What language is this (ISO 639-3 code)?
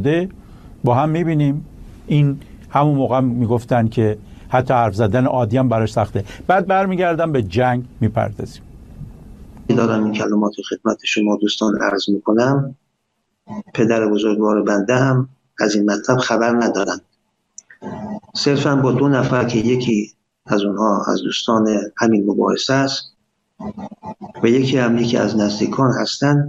fas